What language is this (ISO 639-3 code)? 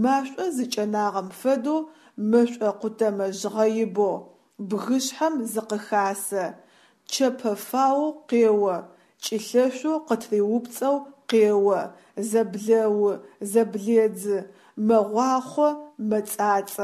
ady